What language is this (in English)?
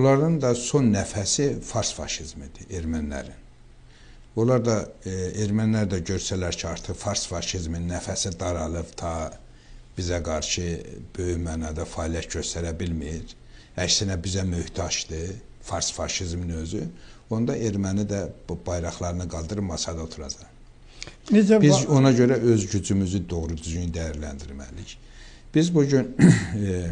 Azerbaijani